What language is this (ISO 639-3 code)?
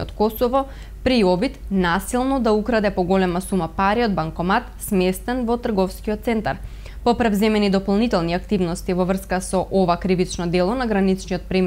mkd